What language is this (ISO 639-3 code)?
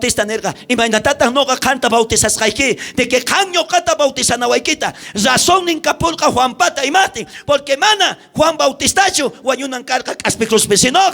quh